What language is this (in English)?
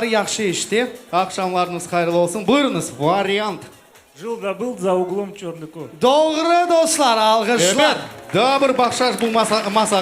Crimean Tatar